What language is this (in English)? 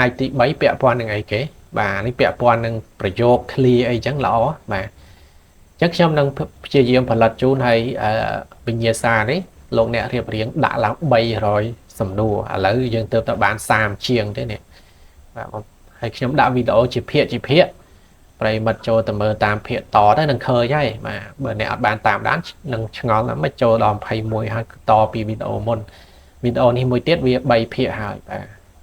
Khmer